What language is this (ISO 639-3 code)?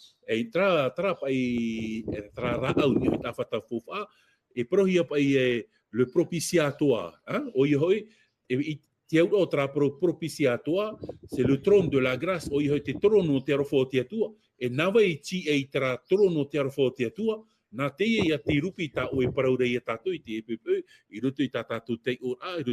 tah